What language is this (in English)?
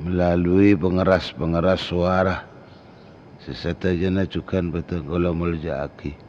Madurese